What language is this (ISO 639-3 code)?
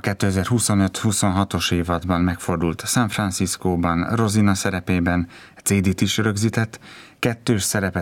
hun